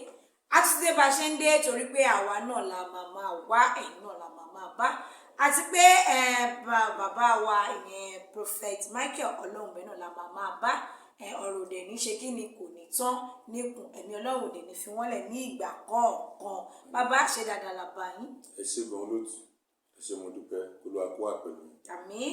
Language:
Yoruba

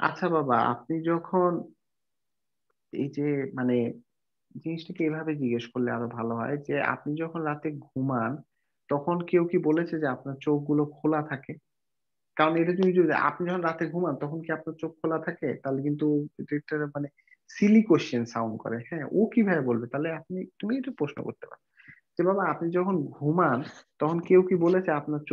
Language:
Bangla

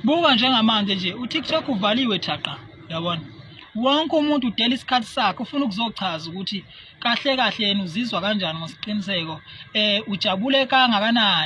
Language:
Zulu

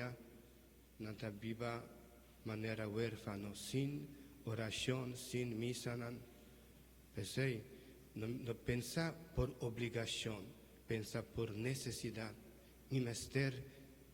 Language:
Papiamento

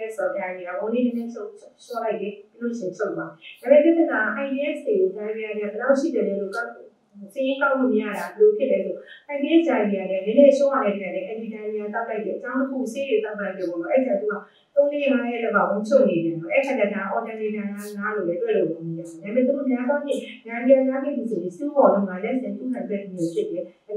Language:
Burmese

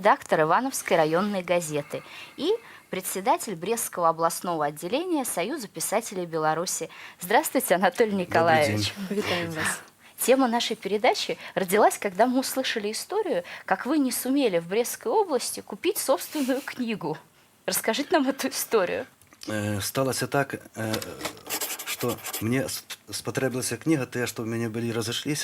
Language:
Belarusian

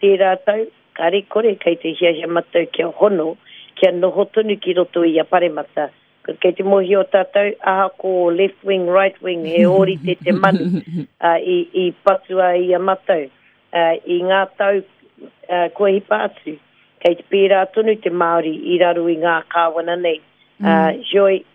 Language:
Māori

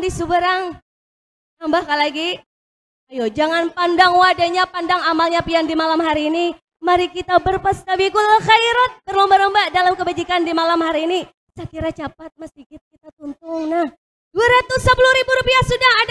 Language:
Banjar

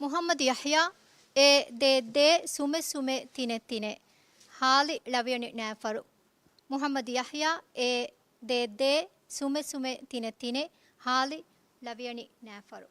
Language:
Divehi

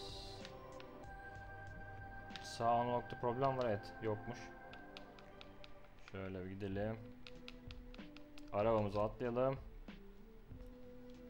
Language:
Turkish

